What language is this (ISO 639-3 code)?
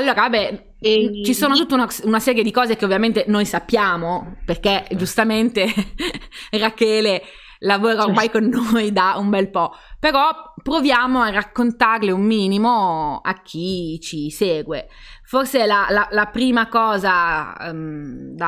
ita